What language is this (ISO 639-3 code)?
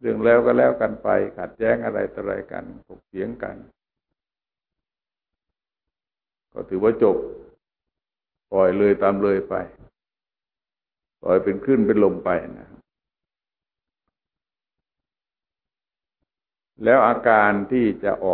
tha